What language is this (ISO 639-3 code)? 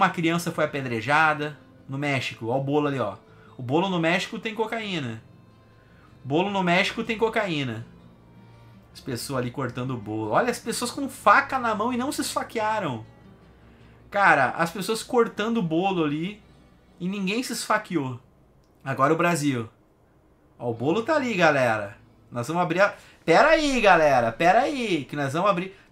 por